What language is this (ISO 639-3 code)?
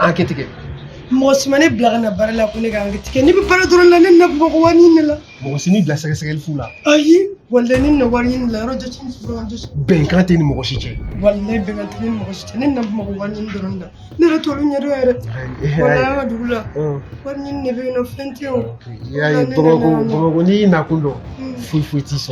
bam